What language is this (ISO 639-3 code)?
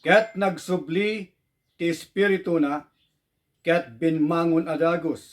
ilo